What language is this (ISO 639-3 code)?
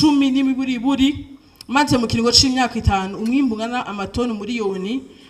run